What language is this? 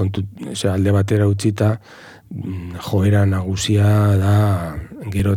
Basque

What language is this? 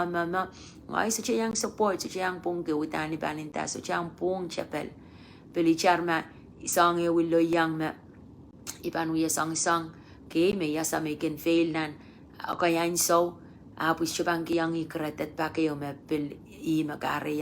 Pohnpeian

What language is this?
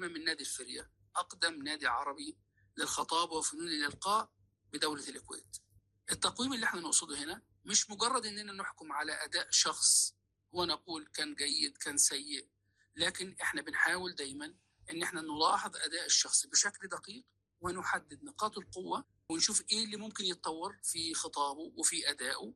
Gulf Arabic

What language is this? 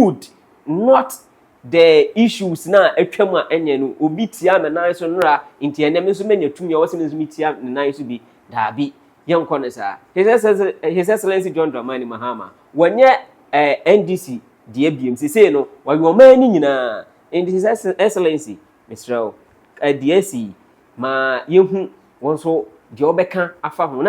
Akan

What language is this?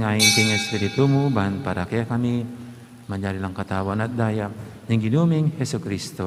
Pampanga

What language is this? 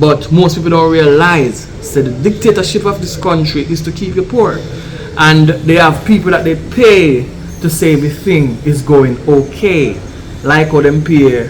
Jamaican Creole English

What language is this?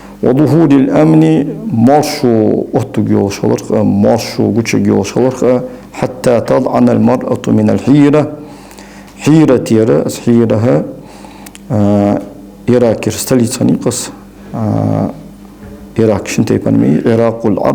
Ingush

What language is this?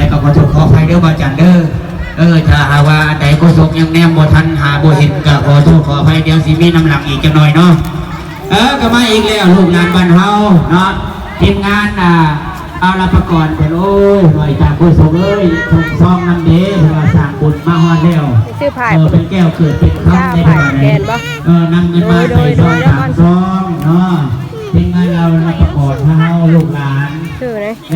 Northeastern Thai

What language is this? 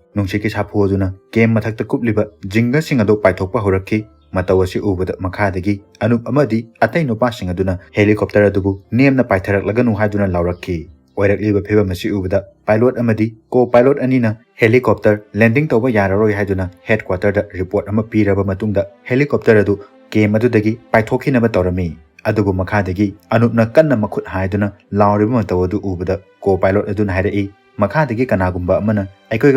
Manipuri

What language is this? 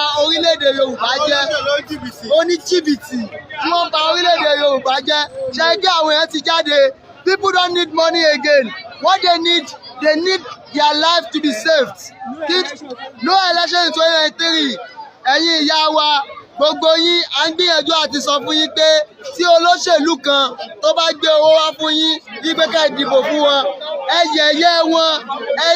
Yoruba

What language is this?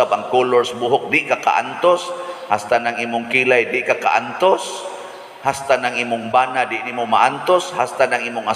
Cebuano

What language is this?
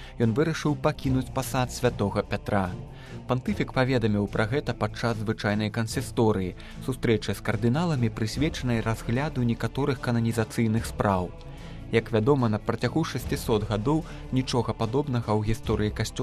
Belarusian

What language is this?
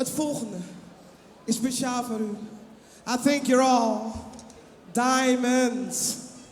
Western Frisian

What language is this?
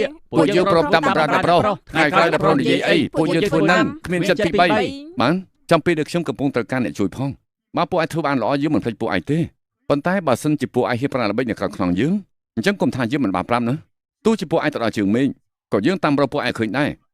Khmer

